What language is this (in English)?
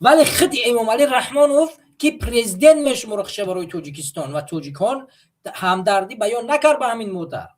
Tajik